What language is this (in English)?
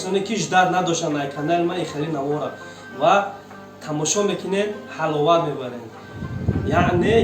Tajik